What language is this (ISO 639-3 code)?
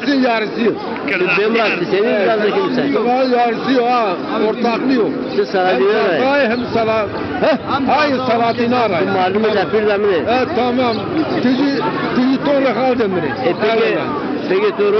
zza